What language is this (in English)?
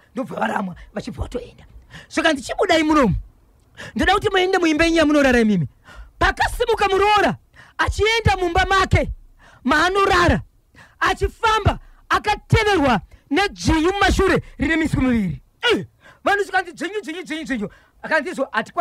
Shona